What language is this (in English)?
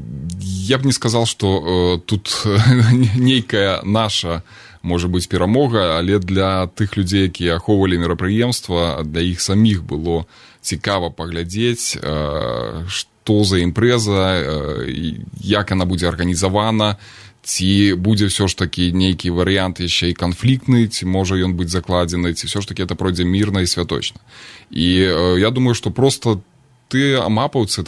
Belarusian